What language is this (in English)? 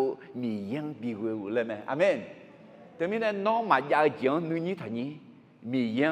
Akha